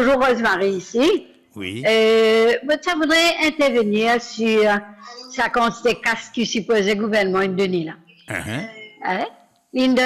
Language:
Morisyen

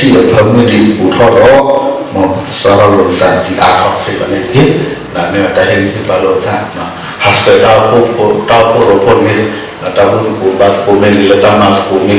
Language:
S'gaw Karen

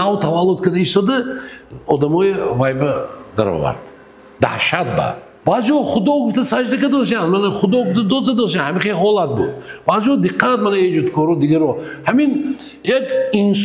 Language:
Tajik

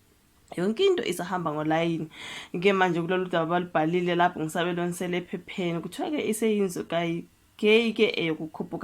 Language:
Zulu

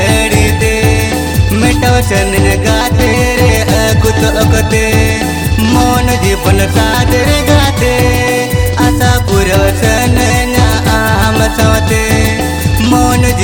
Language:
Bhojpuri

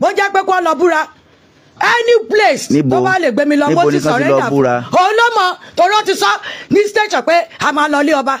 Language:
Yoruba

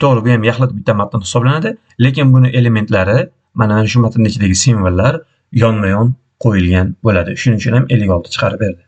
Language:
Uzbek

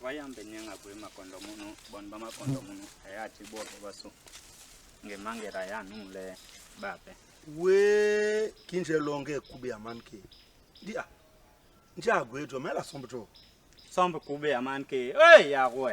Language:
Basaa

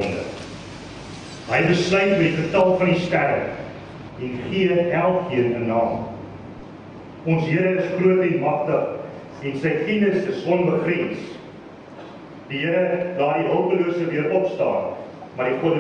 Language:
Afrikaans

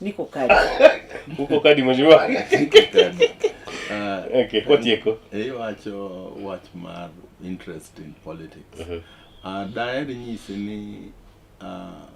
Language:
Luo (Kenya and Tanzania)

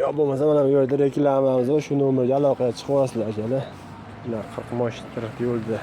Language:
Uzbek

